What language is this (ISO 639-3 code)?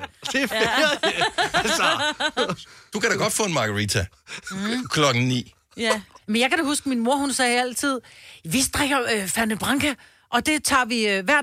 dan